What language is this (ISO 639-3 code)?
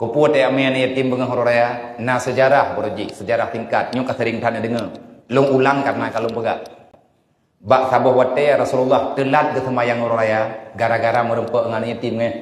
ace